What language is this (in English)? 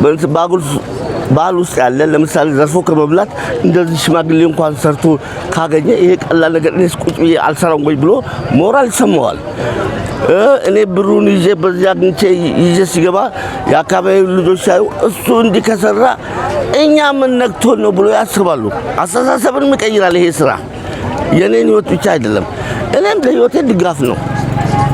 Amharic